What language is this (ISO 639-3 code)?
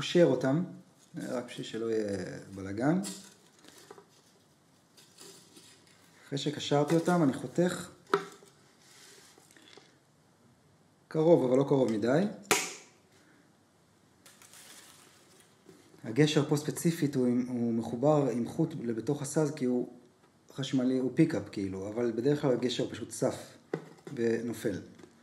heb